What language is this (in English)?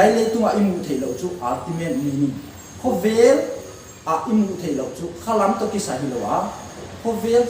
Paite Chin